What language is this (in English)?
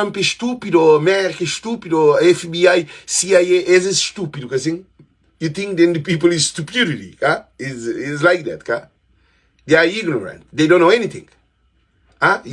Kabuverdianu